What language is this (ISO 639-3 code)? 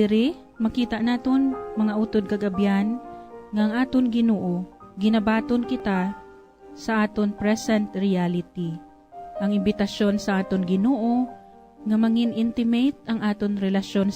hil